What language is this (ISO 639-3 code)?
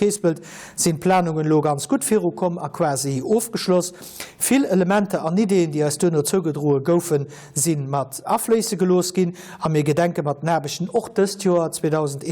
ltz